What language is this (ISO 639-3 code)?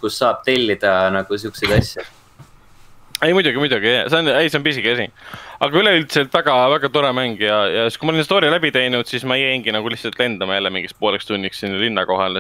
est